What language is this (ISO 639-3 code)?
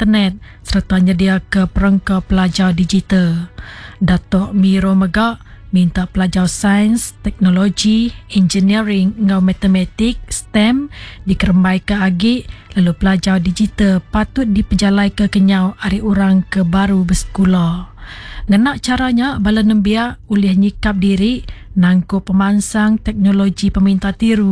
iba